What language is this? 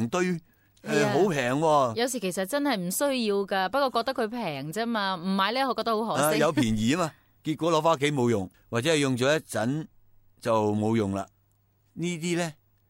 Cantonese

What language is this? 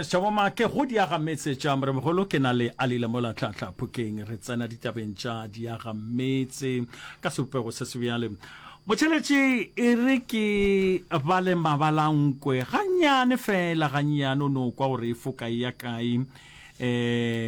Northern Sotho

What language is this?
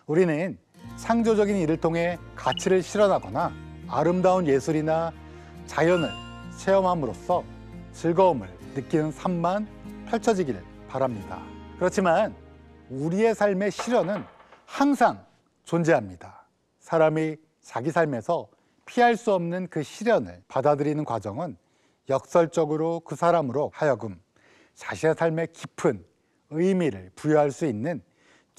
Korean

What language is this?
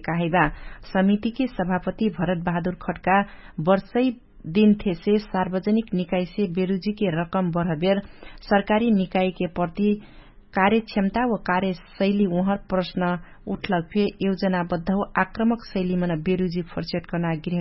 Dangaura Tharu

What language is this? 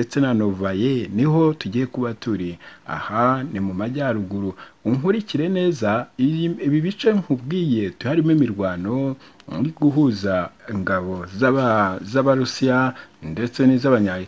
Kinyarwanda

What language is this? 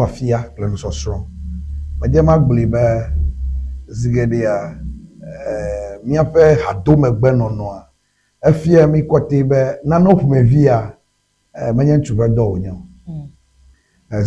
Ewe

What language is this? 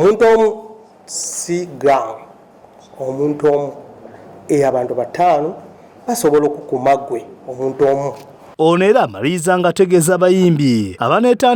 Ganda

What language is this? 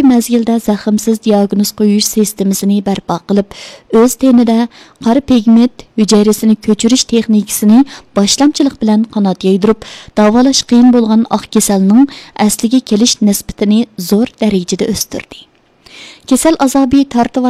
Uyghur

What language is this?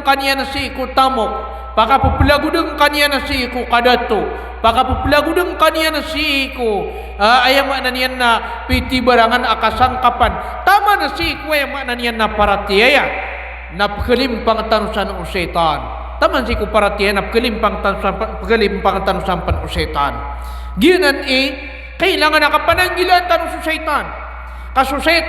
Maranao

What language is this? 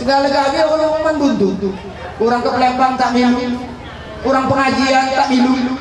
Musi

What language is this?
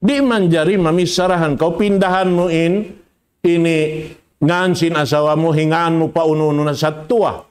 Tausug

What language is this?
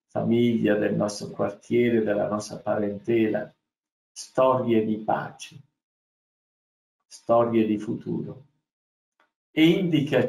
Italian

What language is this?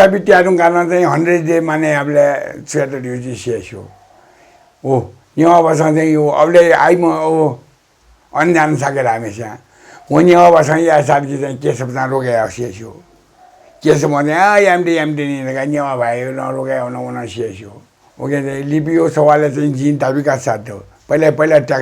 Newari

